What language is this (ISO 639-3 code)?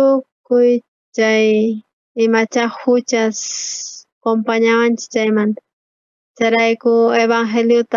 quh